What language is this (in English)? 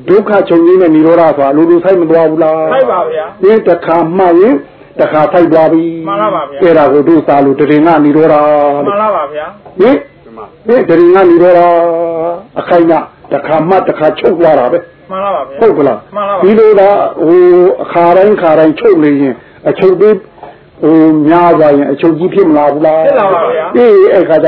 Burmese